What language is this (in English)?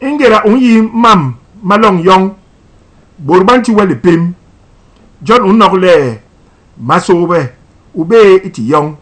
Basaa